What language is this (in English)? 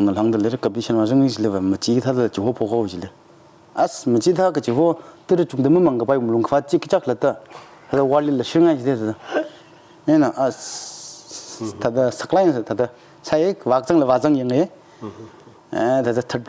Tangkhul Naga (India)